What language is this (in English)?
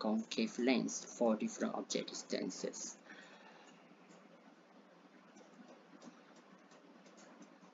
Malay